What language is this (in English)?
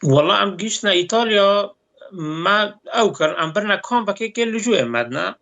Kurdish